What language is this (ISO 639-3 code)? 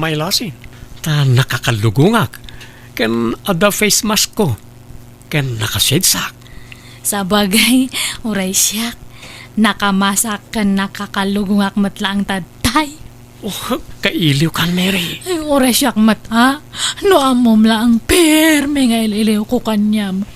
ilo